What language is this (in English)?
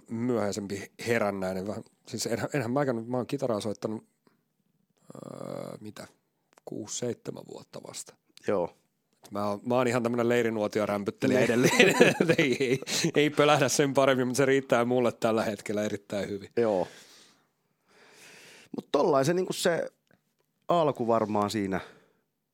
Finnish